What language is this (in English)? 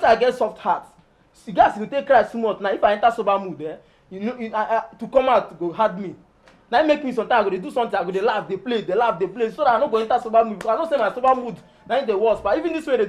Nigerian Pidgin